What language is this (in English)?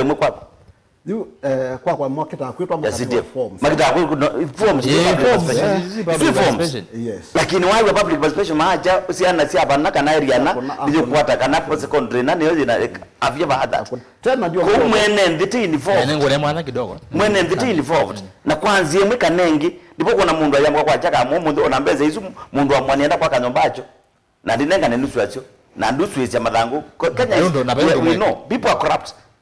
Kamba